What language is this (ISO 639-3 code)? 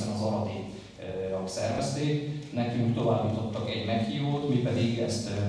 hun